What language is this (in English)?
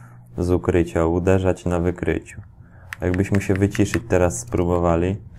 Polish